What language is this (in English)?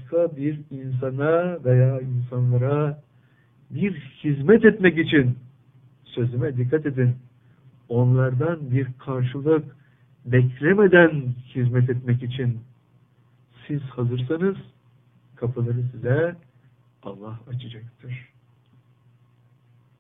Turkish